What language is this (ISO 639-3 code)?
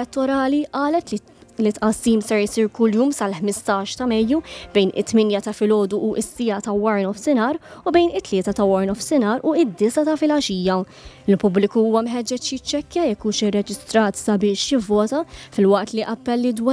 mlt